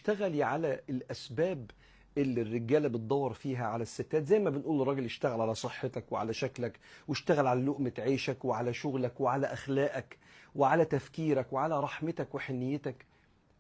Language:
Egyptian Arabic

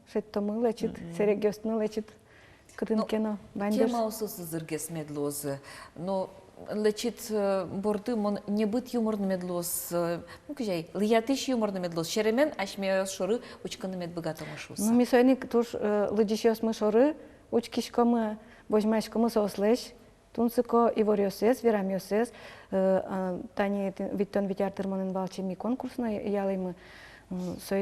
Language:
Udmurt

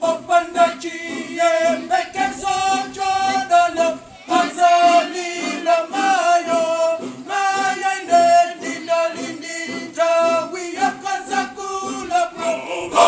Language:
Nyanja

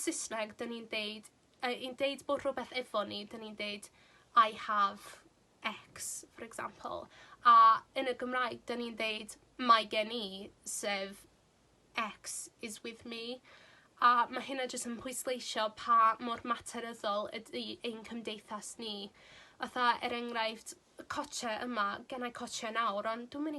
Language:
Welsh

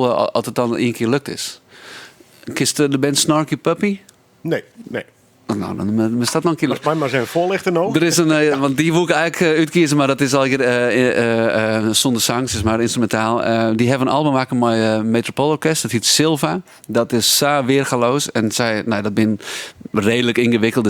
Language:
Western Frisian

